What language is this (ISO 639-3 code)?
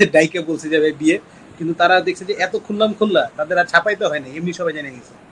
ben